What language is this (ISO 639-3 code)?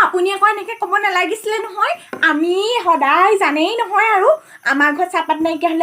asm